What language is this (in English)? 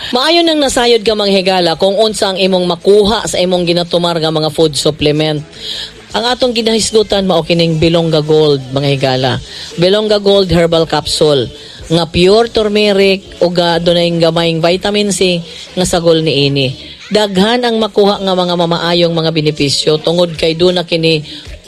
Cebuano